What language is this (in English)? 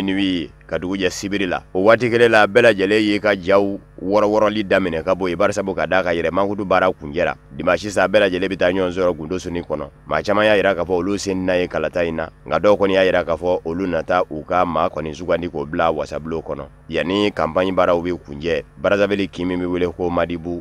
Bambara